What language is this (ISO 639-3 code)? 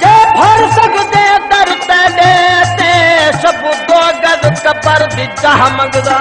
skr